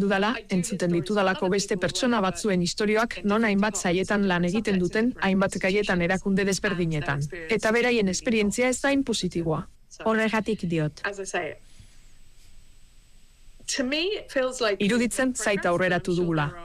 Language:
Basque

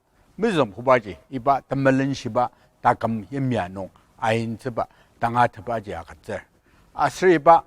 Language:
Ao Naga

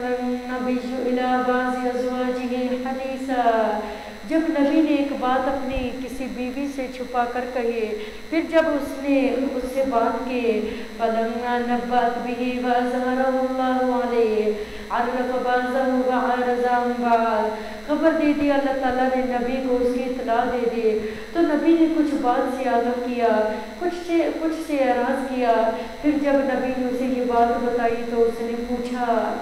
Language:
Urdu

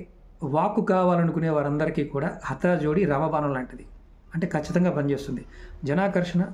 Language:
Telugu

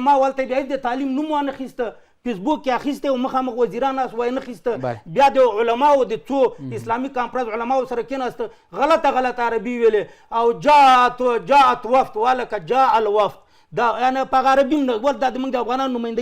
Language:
Pashto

